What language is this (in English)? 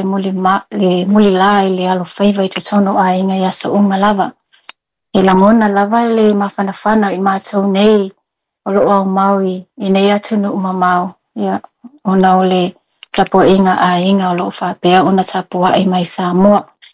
Samoan